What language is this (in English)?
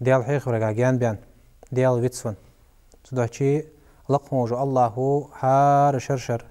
Ingush